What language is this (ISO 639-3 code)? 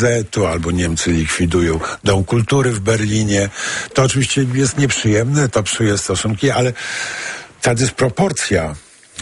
pol